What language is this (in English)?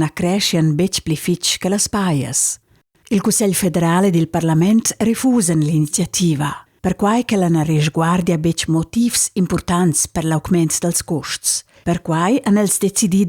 Romansh